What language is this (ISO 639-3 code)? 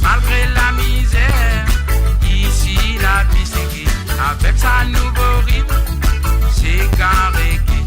mfe